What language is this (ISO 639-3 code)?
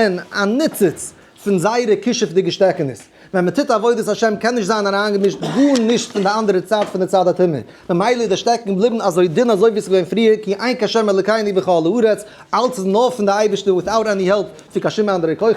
yid